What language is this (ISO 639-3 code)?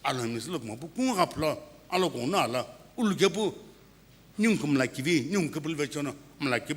nsm